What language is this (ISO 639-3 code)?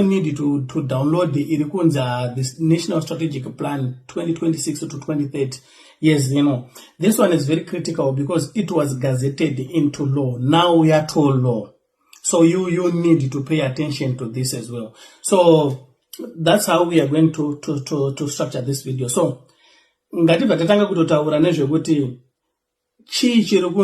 sna